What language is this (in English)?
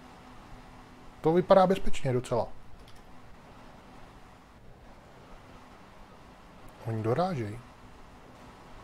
Czech